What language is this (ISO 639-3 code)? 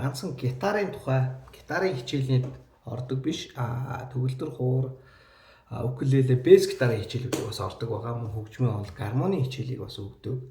mon